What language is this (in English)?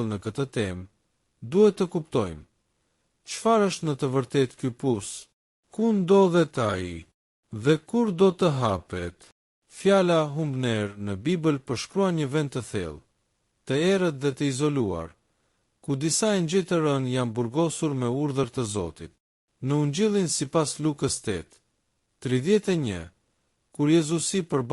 Albanian